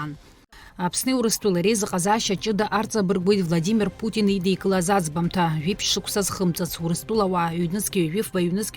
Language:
Abkhazian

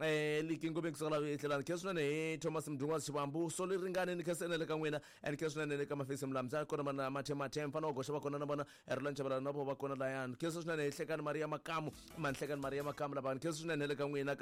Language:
Tsonga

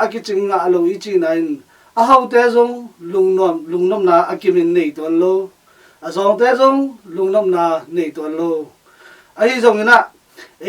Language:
Tedim Chin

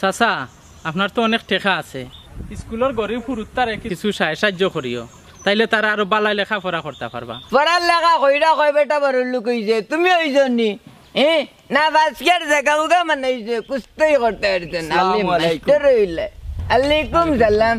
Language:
Sylheti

